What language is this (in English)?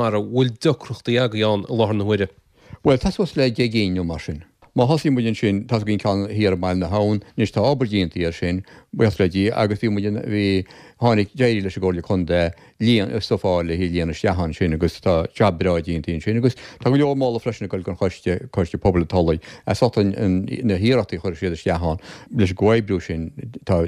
Irish